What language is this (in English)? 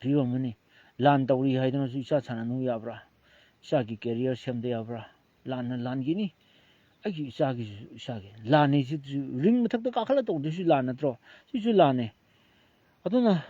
Manipuri